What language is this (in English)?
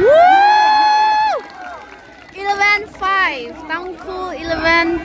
Tangkhul Naga (India)